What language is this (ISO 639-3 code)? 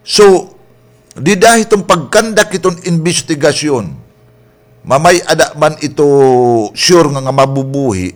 war